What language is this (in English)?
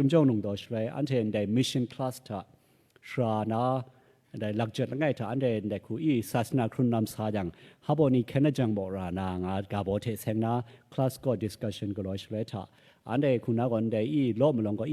Kachin